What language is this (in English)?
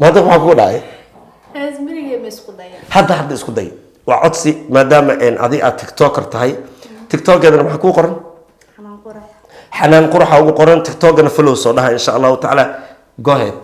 Somali